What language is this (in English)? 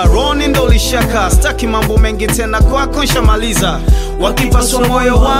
Swahili